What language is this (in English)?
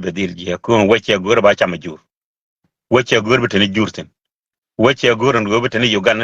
Nuer